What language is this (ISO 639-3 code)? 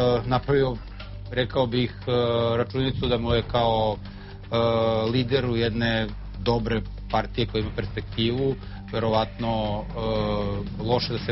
srp